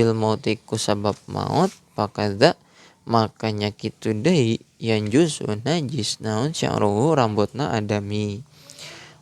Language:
Sundanese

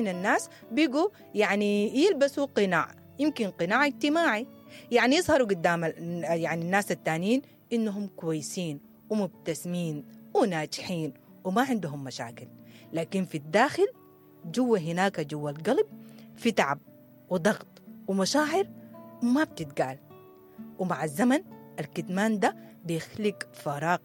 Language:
Sudanese Arabic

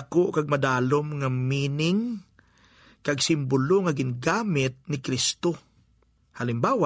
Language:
Hiligaynon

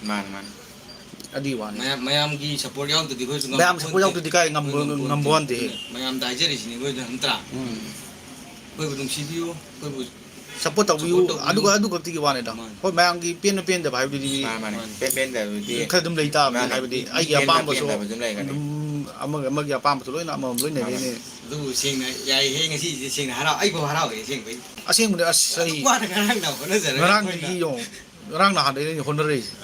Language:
Manipuri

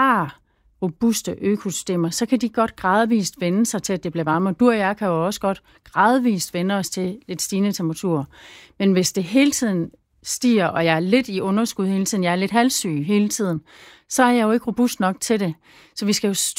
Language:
Danish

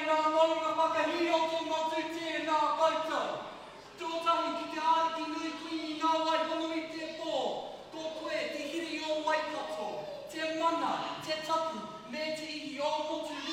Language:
Māori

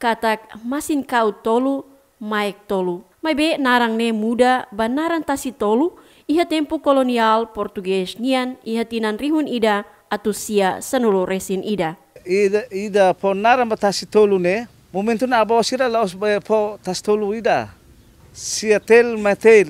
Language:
Tetum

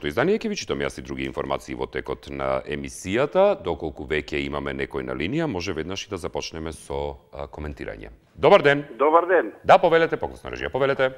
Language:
Macedonian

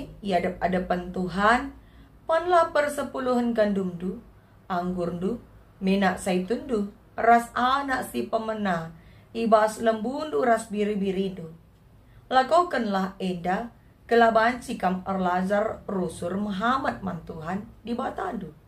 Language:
Batak Karo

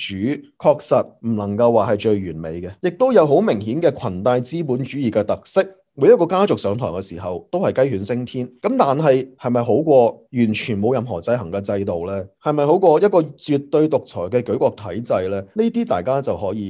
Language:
Cantonese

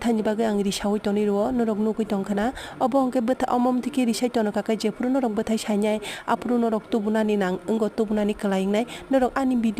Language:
Kok Borok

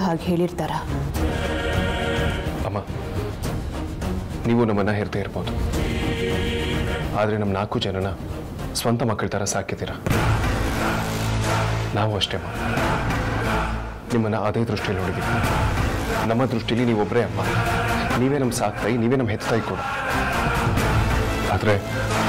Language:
Kannada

